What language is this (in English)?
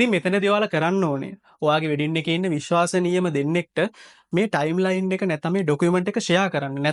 Sinhala